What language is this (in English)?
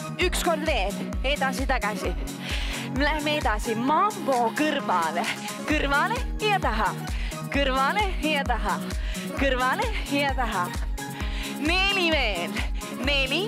Estonian